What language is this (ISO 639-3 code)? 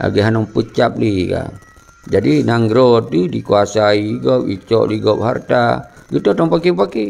ace